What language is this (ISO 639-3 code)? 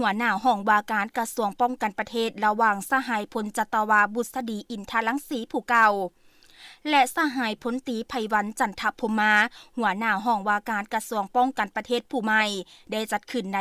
lao